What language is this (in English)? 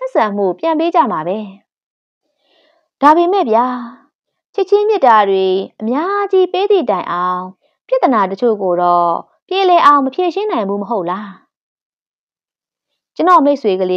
Burmese